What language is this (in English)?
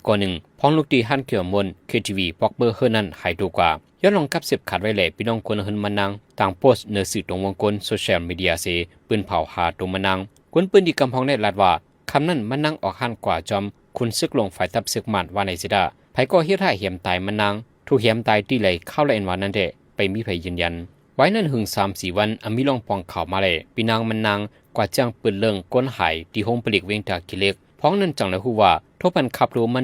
Shan